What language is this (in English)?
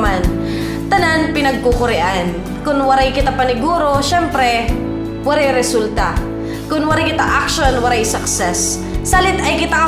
Waray